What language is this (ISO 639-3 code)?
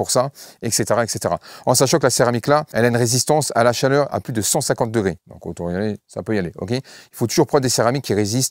fra